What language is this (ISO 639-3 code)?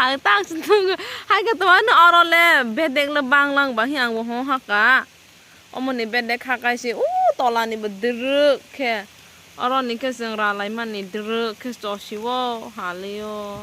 trp